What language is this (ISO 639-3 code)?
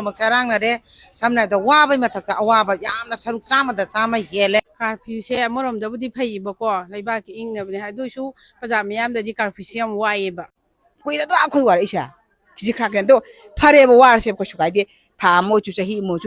mni